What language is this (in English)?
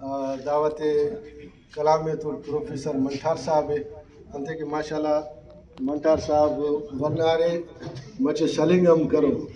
Brahui